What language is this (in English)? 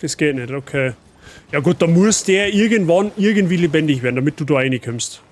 Bavarian